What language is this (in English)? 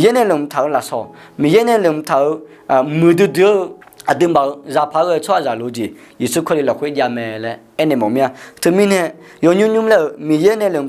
Akha